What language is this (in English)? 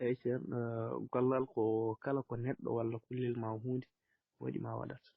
Fula